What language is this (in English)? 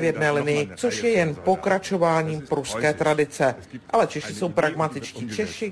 Czech